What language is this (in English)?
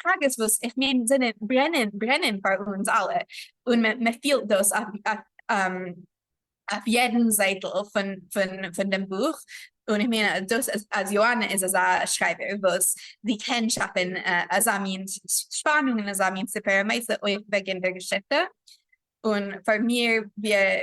Yiddish